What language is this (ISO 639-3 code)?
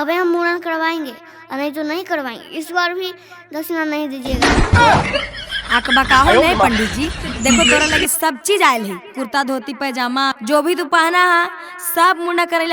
mag